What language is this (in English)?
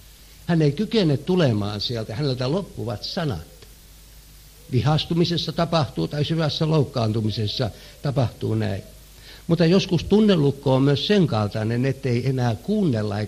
Finnish